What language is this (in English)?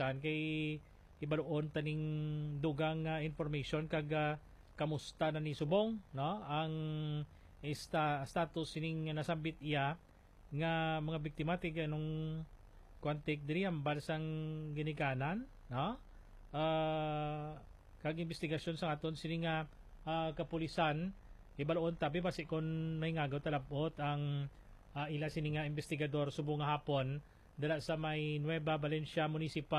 Hiligaynon